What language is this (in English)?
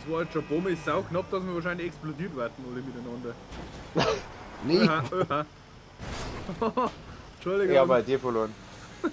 Bavarian